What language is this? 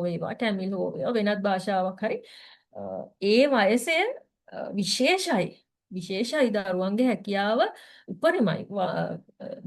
Sinhala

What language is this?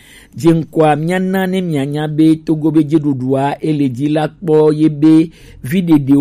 Gen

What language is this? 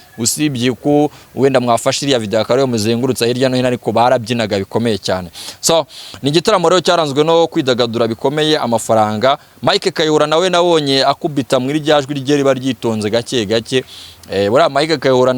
Kinyarwanda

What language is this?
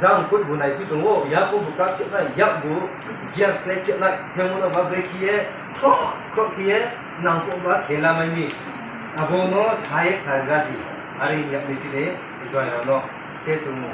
Riang (India)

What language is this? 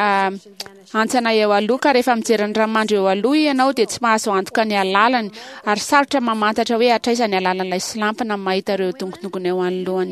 Malagasy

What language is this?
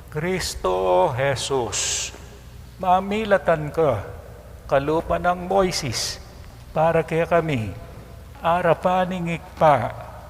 Pampanga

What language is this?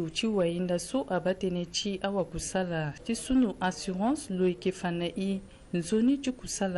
Sango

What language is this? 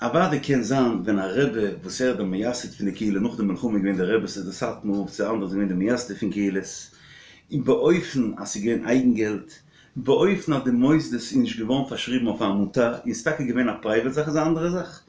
Yiddish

